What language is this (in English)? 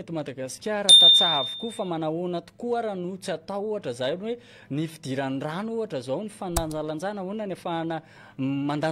Malagasy